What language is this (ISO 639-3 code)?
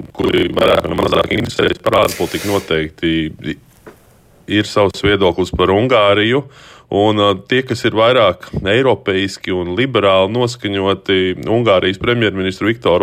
lav